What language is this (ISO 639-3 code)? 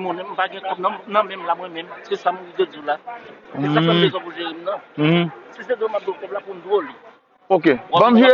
hat